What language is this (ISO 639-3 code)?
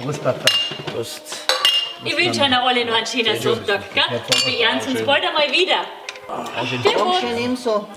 bar